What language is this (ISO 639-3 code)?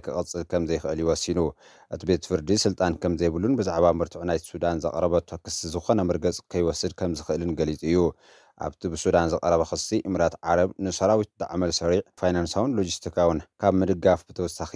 tir